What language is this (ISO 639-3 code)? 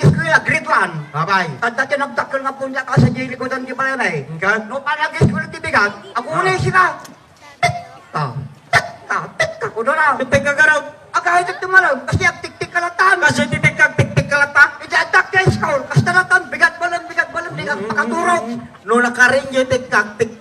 ilo